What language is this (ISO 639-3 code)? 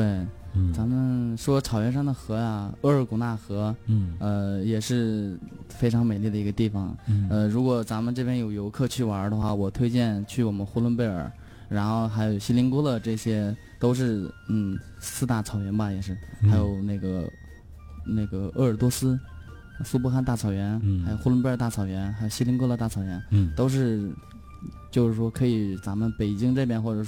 zho